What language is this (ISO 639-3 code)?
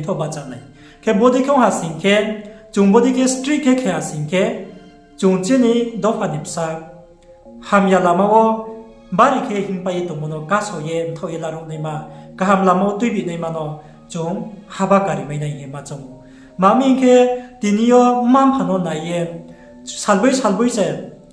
ria